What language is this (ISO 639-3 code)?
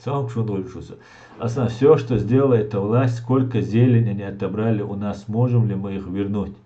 che